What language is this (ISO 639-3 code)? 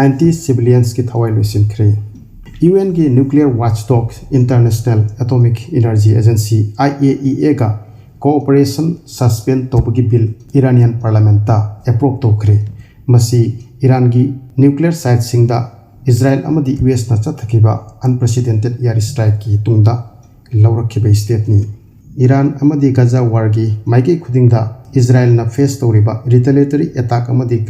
mni